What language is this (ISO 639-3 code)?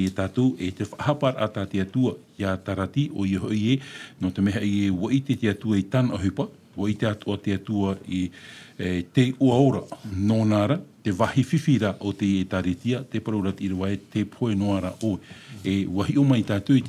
tah